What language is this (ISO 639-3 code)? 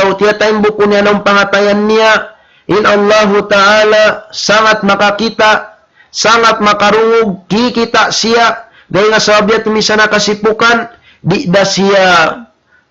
tsg